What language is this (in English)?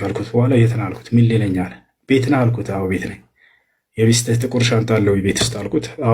Amharic